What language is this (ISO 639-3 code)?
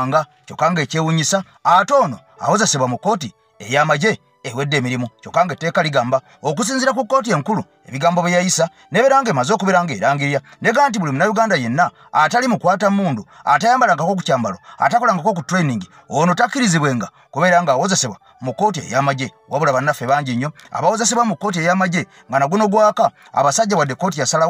lug